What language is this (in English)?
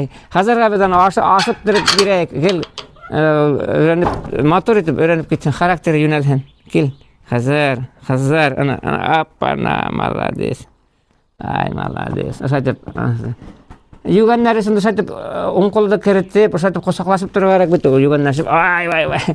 Bashkir